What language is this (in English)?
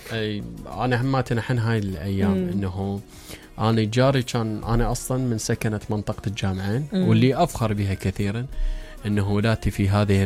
Mesopotamian Arabic